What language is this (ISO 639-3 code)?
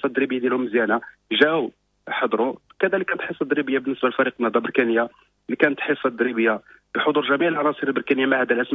ary